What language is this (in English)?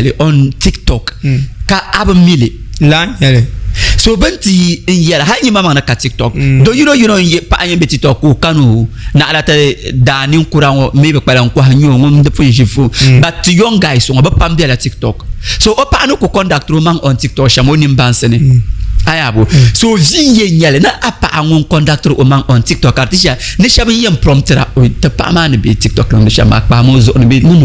Dagbani